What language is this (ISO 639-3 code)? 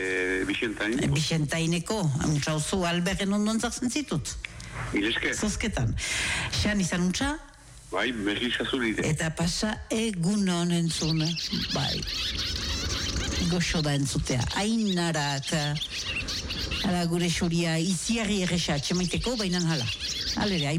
eus